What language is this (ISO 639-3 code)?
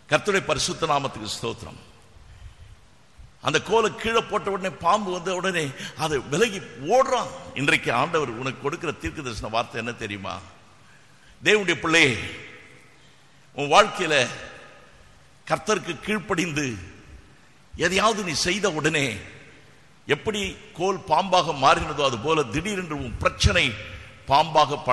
tam